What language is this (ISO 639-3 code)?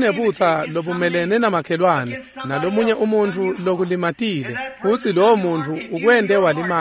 ssw